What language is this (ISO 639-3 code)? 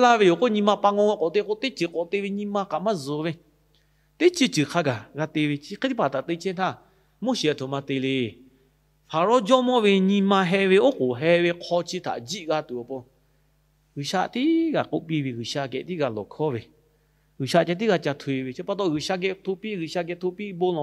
lhu